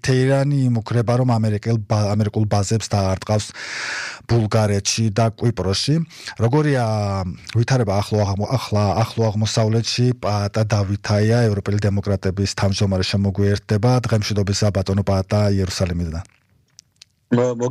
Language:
Georgian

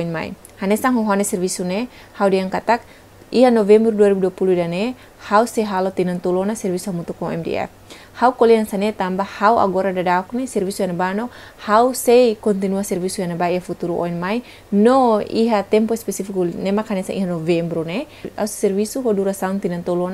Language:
Tetum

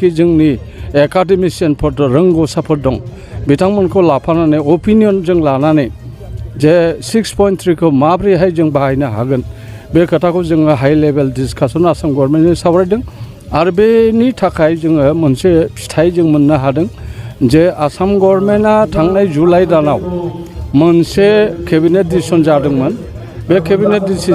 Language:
Bodo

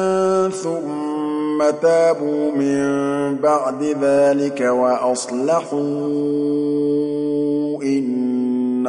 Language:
Arabic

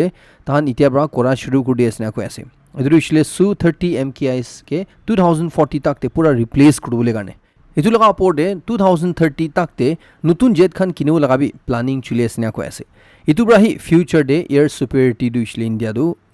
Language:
Naga Pidgin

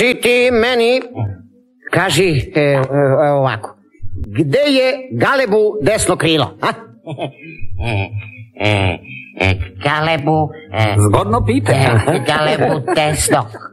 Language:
Serbian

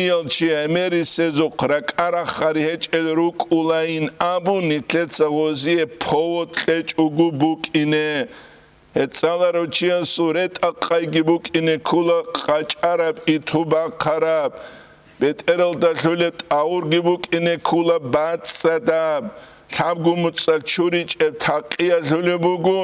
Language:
Avaric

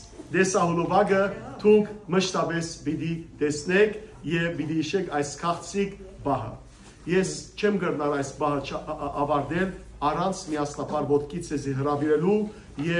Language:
Western Armenian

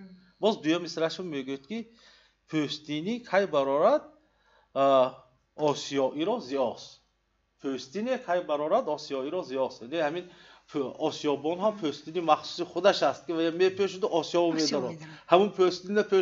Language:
Tajik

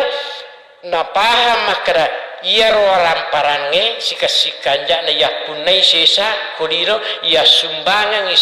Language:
Buginese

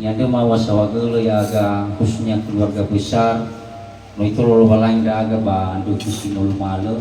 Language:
Nias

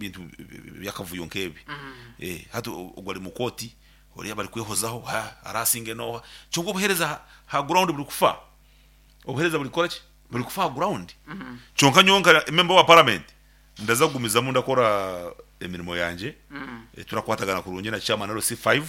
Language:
Nyankole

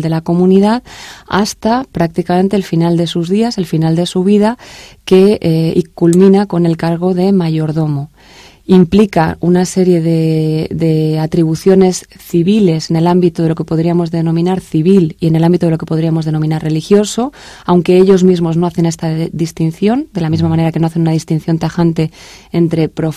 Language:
Spanish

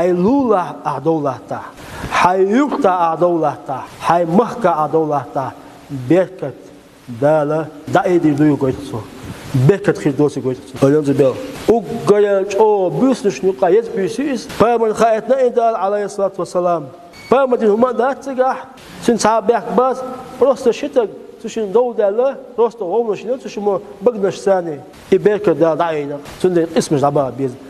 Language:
Chechen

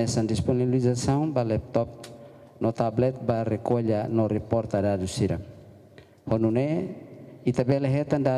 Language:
Tetum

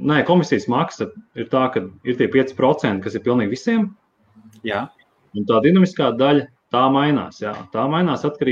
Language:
Latvian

